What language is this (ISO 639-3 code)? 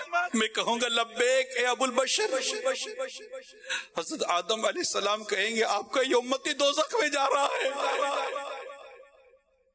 urd